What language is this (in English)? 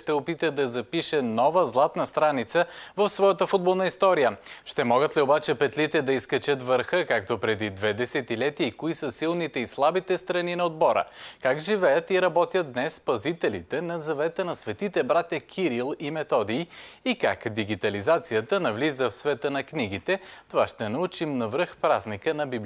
Bulgarian